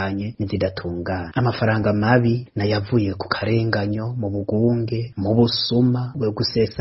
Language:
Rundi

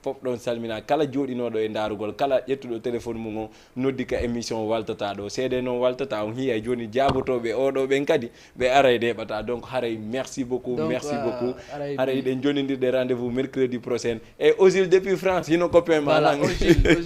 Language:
Fula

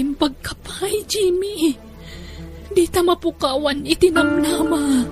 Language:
Iloko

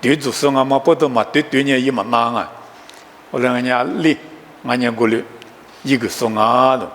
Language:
Lisu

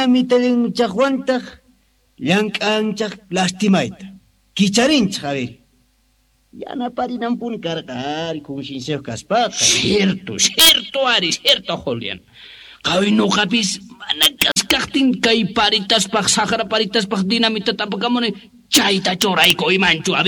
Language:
Quechua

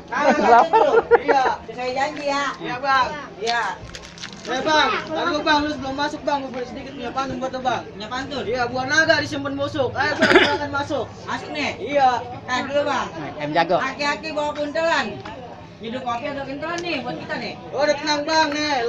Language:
Betawi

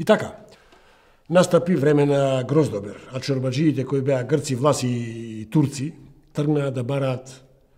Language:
Macedonian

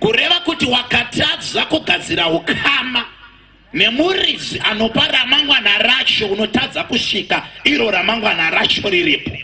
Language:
Shona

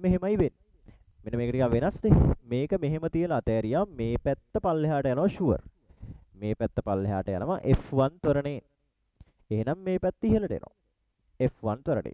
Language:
Sinhala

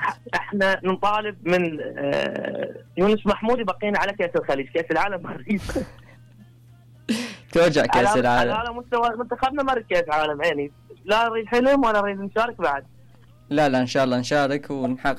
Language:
Mesopotamian Arabic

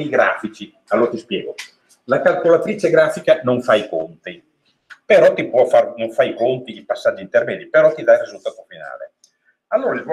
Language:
Italian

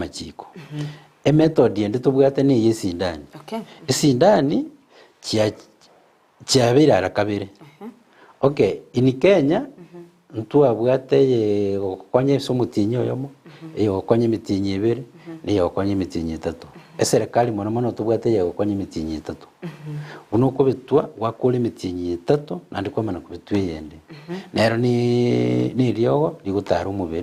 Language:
Gusii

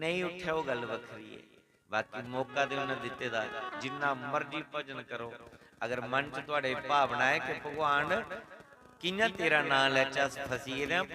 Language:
Dogri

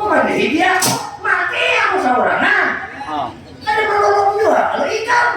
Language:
Banjar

